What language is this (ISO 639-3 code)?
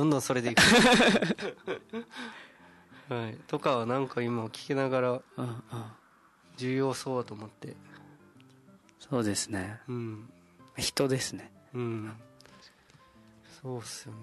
jpn